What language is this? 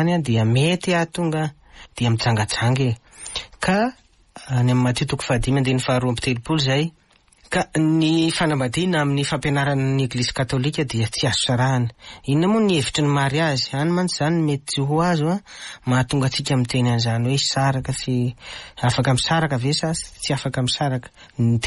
Malagasy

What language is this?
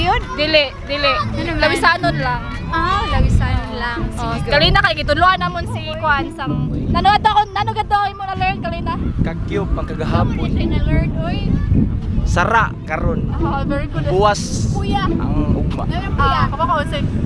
Cebuano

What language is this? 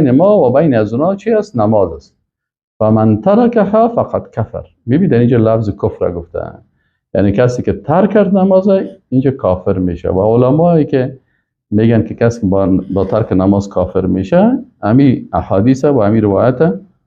Persian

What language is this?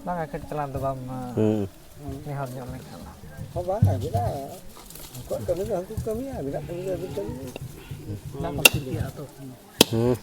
Santali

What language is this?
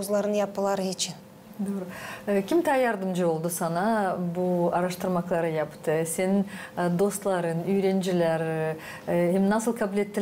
Gagauz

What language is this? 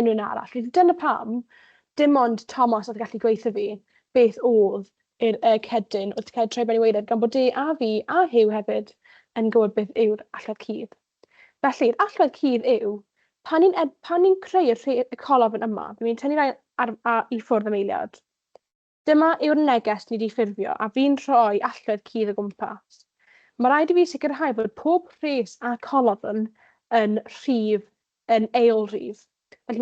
Welsh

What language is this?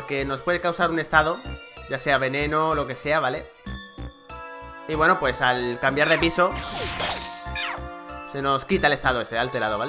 Spanish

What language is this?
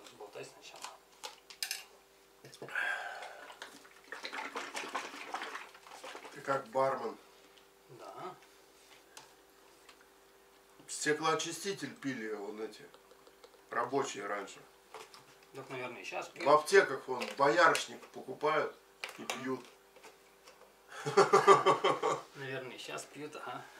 Russian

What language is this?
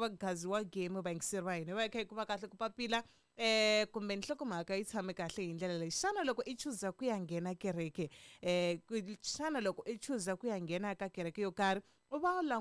Tsonga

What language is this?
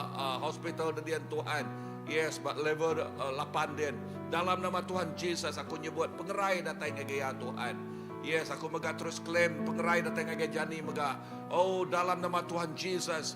Iban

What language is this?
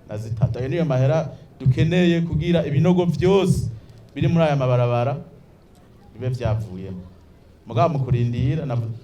Rundi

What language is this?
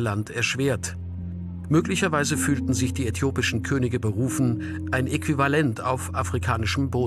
German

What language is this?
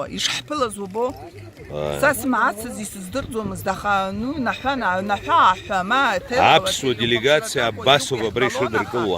Abkhazian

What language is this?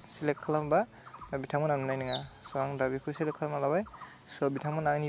Bodo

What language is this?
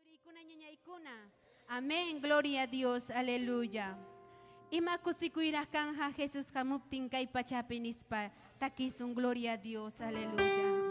Ayacucho Quechua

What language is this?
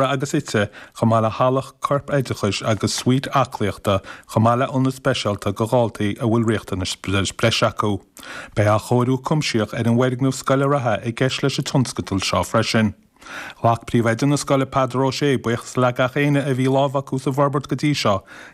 Irish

